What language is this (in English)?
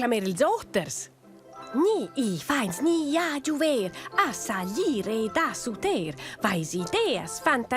Romansh